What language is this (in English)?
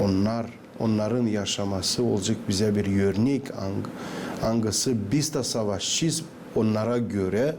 Gagauz